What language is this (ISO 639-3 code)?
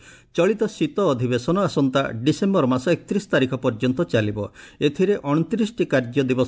ori